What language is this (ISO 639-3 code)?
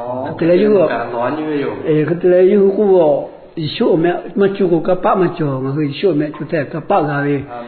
lhu